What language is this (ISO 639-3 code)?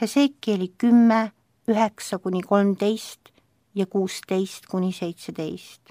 est